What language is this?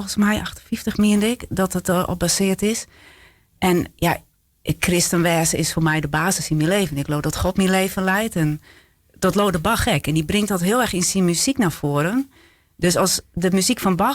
Western Frisian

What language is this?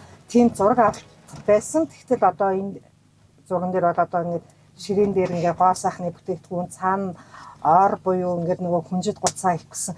Mongolian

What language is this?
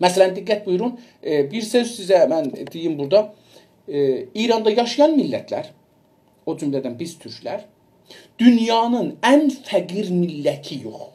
South Azerbaijani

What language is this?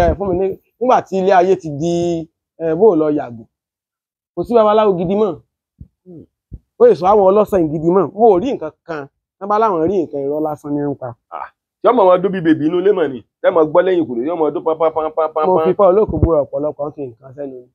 Yoruba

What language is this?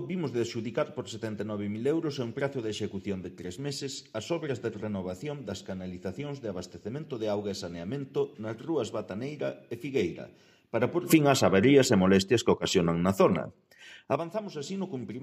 Galician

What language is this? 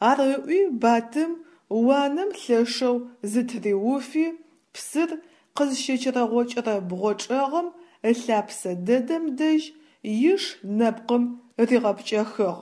Adyghe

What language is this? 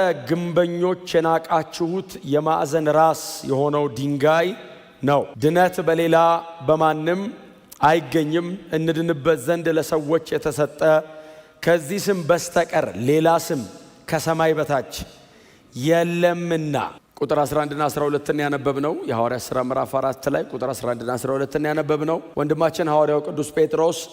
Amharic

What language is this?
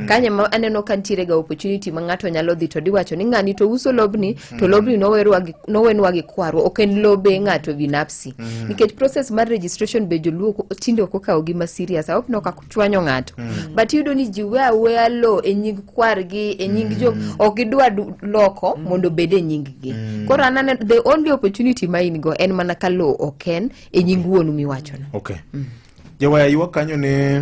Luo (Kenya and Tanzania)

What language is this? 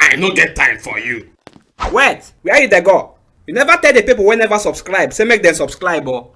Nigerian Pidgin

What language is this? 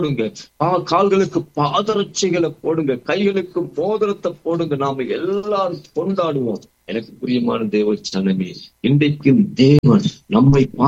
Tamil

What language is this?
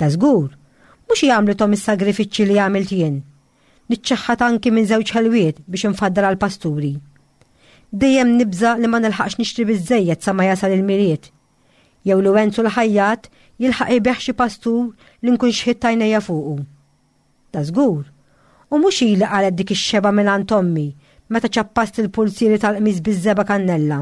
Maltese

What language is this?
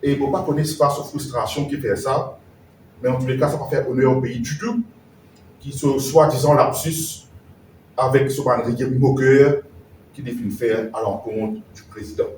Morisyen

